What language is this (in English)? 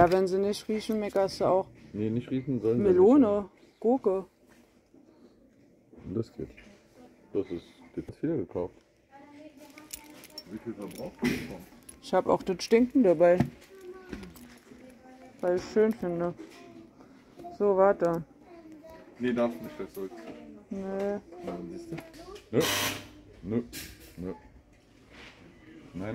German